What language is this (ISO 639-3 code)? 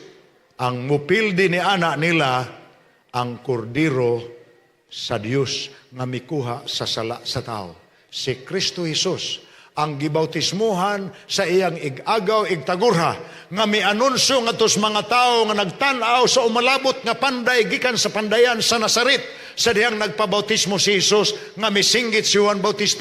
ceb